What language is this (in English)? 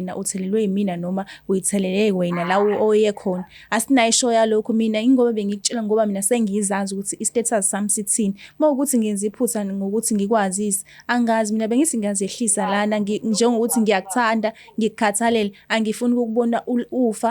Zulu